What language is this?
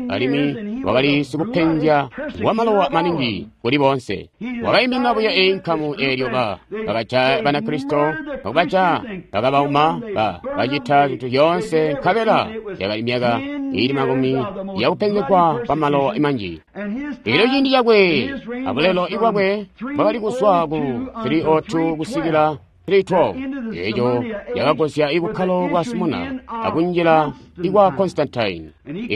Tonga (Zambia)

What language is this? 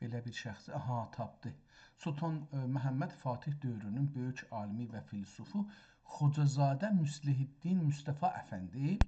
South Azerbaijani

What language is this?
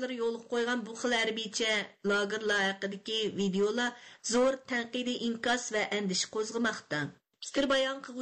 Uyghur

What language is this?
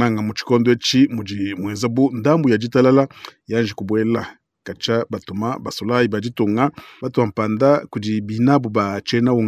Luba-Lulua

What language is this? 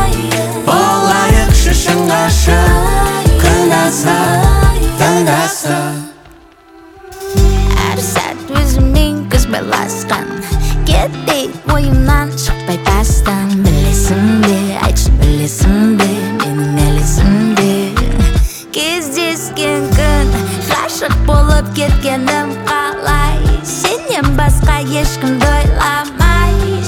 Kazakh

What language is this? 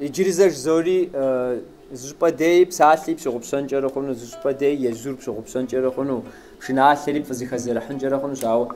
Kabardian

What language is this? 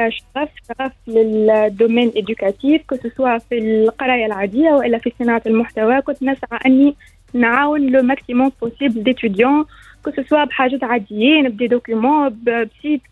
Tunisian Arabic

